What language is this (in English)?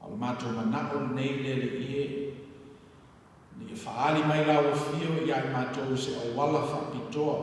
Samoan